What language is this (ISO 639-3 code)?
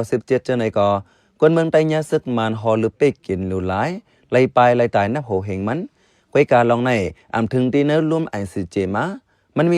shn